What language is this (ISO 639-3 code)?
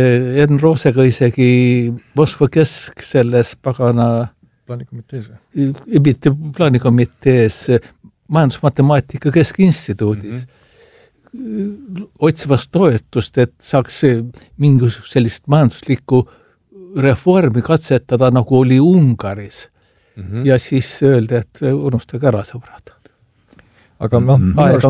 est